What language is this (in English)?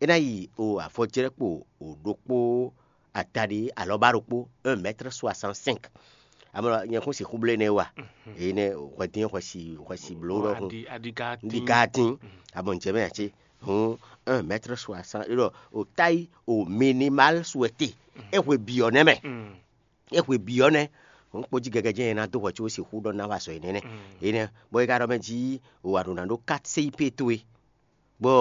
Fon